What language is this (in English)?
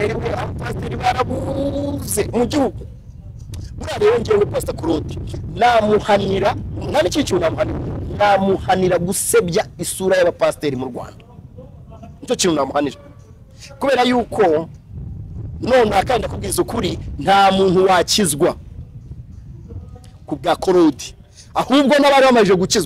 Kinyarwanda